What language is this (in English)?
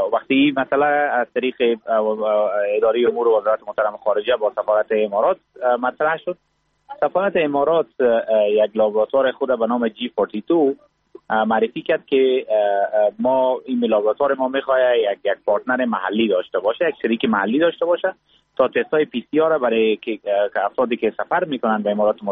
Persian